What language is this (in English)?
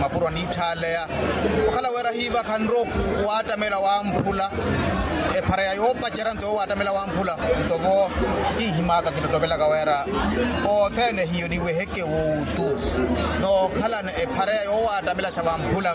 Makhuwa